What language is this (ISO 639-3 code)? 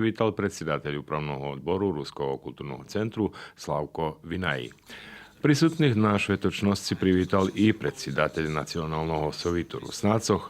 rue